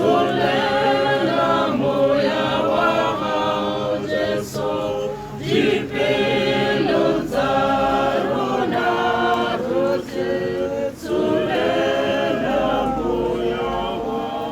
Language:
Tswana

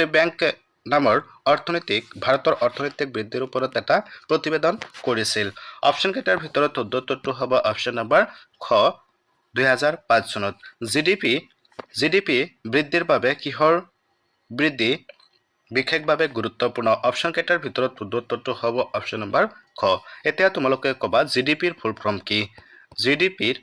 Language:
Assamese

